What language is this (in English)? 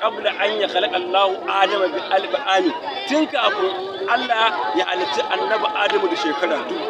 Hausa